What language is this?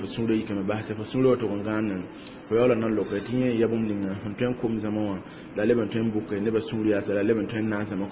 Mossi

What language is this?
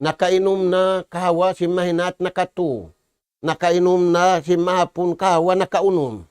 Tausug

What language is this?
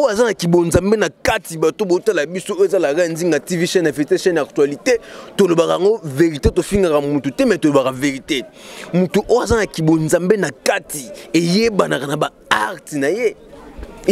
Lingala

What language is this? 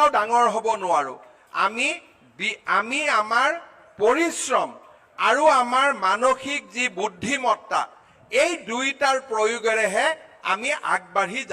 Assamese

